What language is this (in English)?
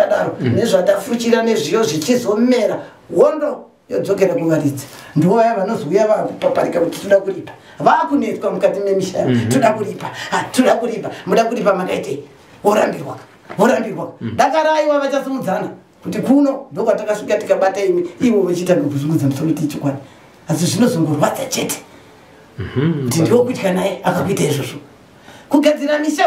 Shona